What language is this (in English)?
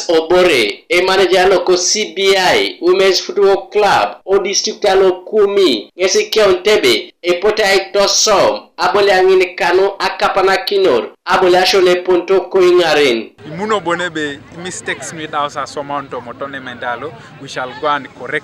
Teso